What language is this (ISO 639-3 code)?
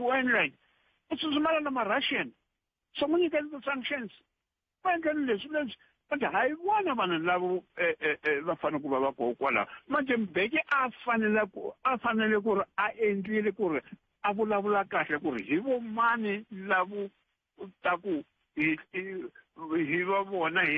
tso